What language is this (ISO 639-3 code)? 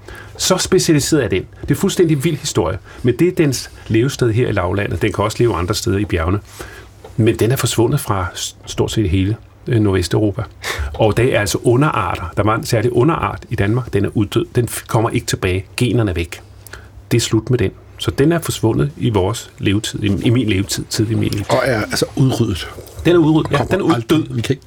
dan